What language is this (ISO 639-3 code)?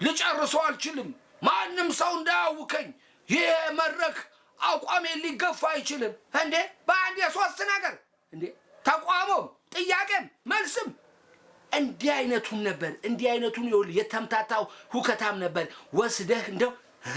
amh